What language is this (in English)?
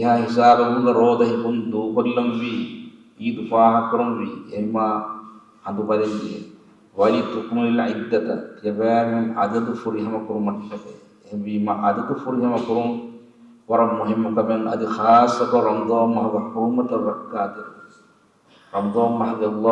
Divehi